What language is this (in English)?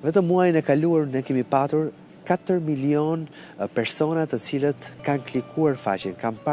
Albanian